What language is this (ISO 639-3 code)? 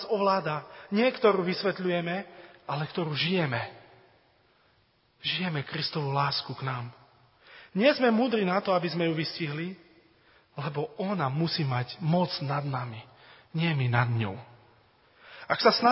slk